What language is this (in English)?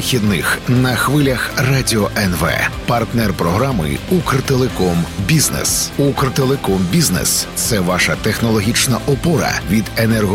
Ukrainian